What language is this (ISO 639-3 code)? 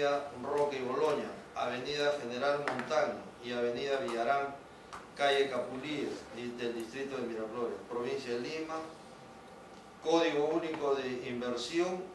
spa